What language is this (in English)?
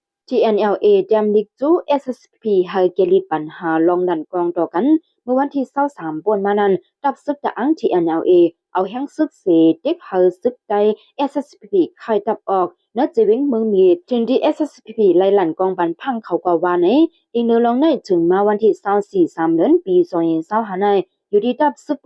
Shan